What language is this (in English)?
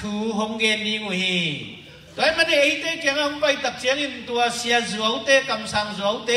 Tedim Chin